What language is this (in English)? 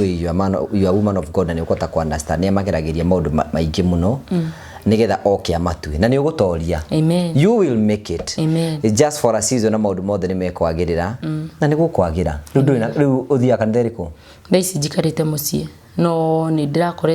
Kikuyu